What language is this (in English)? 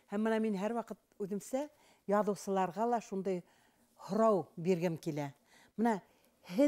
Bashkir